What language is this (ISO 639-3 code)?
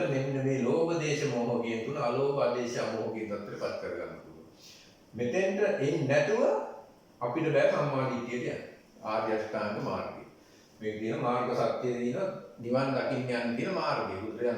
sin